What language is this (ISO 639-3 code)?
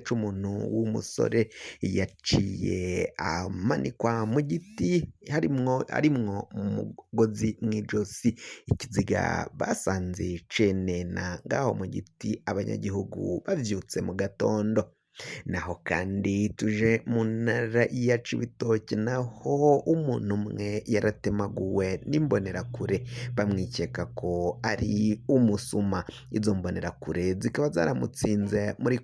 run